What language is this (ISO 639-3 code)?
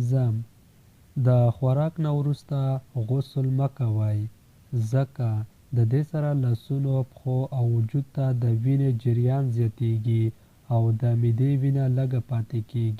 pus